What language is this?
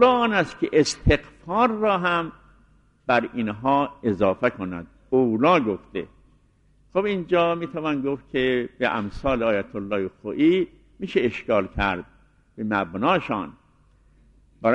Persian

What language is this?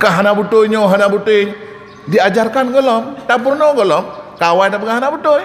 Achinese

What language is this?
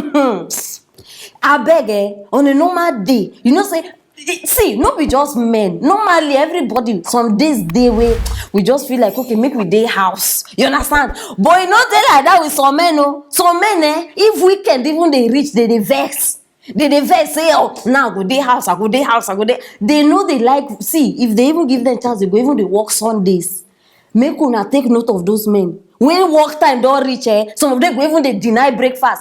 Nigerian Pidgin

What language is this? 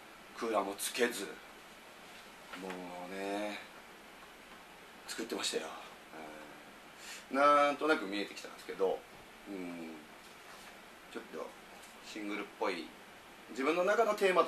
Japanese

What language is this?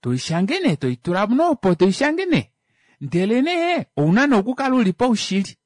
Kuanyama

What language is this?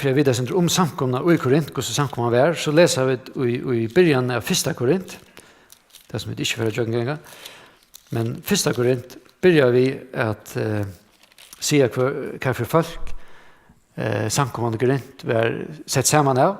Faroese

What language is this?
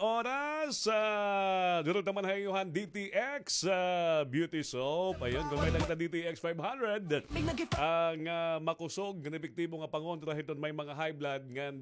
Waray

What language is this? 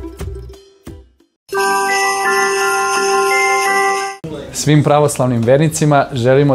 Serbian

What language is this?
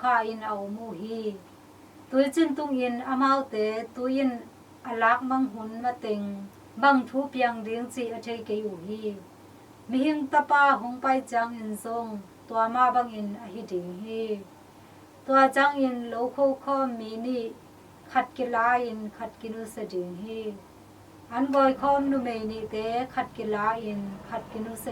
Tedim Chin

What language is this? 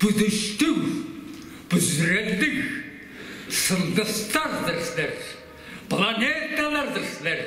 Tuvinian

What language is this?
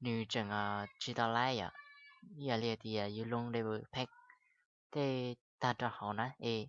Hmong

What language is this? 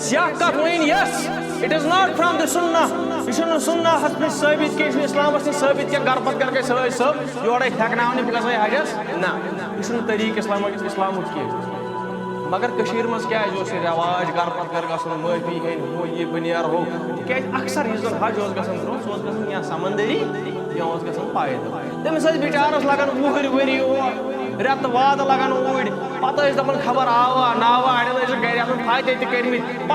Kashmiri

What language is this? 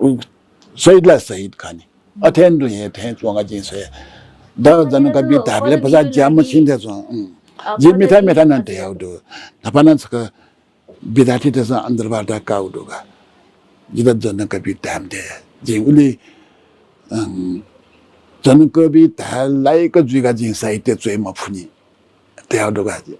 Newari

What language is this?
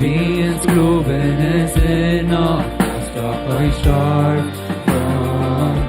Plautdietsch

